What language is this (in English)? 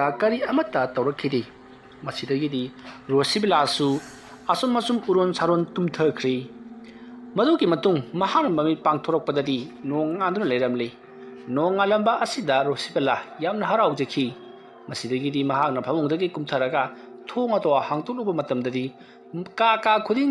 Manipuri